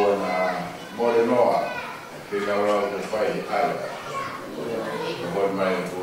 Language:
Tongan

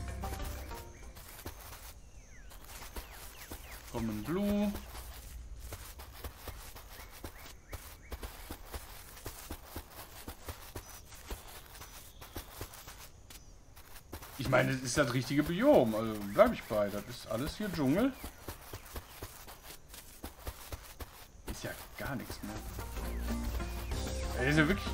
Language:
German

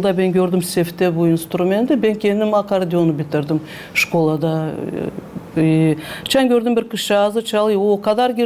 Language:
Gagauz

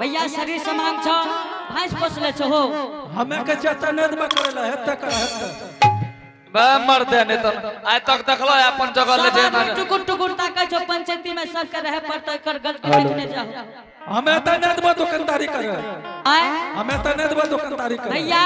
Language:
Angika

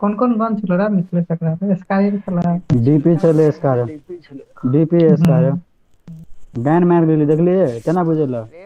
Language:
Maithili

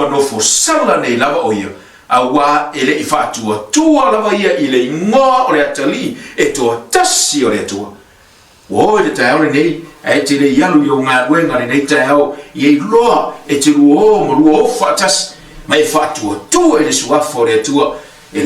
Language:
Samoan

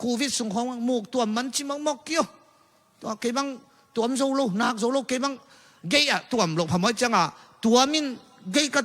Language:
Tedim Chin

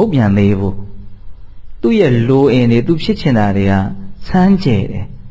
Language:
Burmese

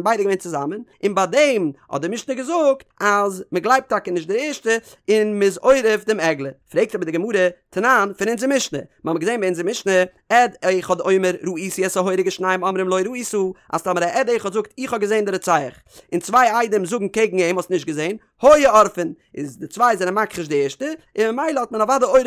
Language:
Yiddish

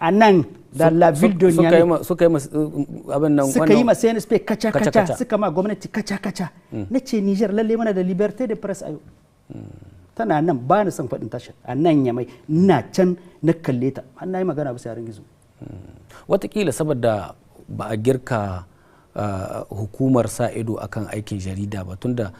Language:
Hausa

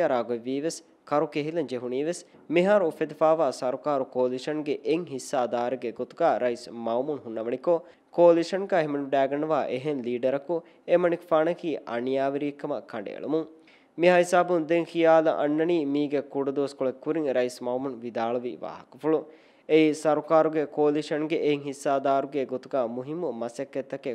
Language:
Divehi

